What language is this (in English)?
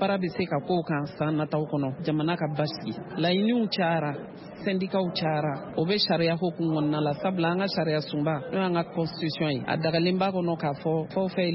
Bambara